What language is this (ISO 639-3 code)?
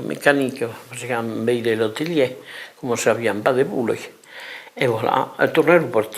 oci